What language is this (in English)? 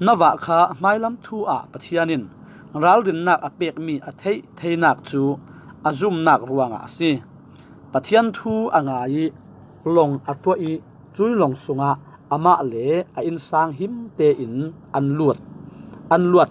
Falam Chin